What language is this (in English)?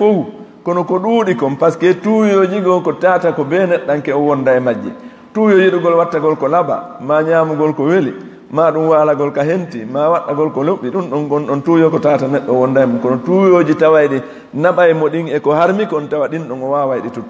Fula